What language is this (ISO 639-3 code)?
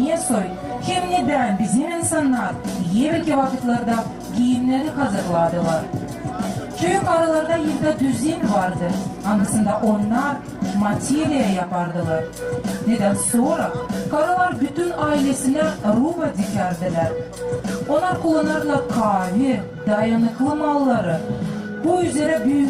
gag